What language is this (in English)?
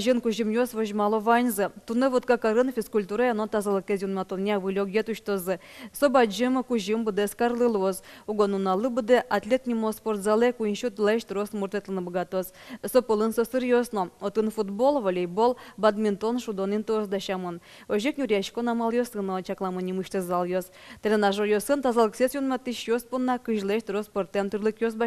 Udmurt